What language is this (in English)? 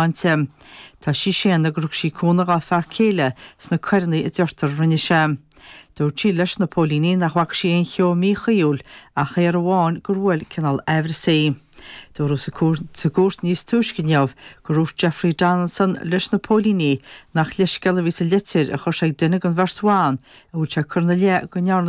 Irish